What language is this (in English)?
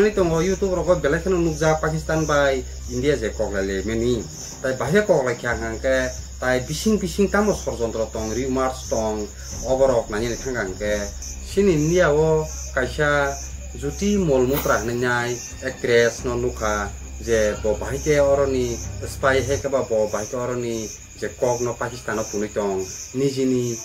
Kok Borok